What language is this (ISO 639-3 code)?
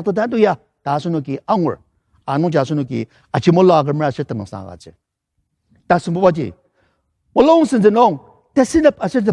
njo